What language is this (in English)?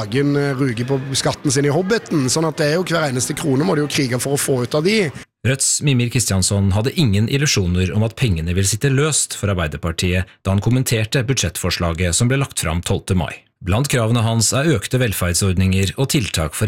Norwegian